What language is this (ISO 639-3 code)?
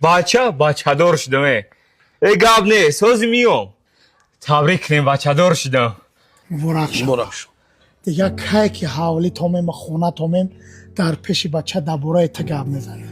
tgk